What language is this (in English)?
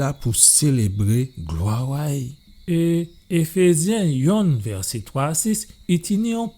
Guadeloupean Creole French